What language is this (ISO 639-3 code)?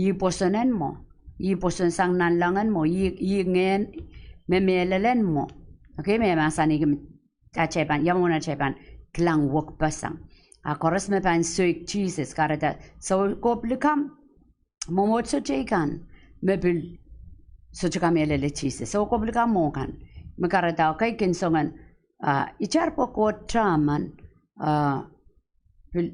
pon